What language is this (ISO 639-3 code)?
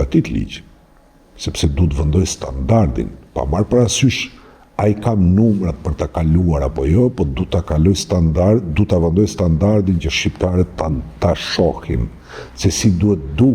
sqi